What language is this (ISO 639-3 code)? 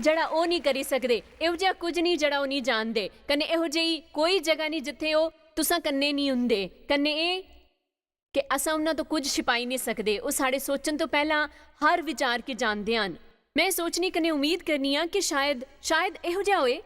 doi